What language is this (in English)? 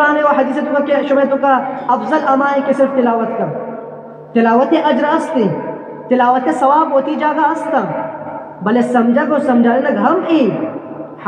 Eastern Balochi